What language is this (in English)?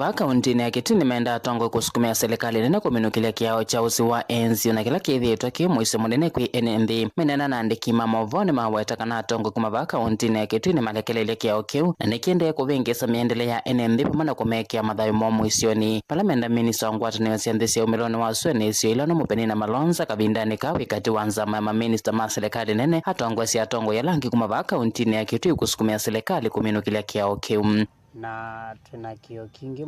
Kamba